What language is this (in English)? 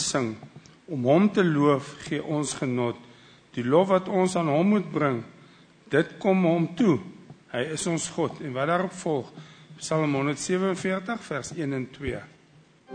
Afrikaans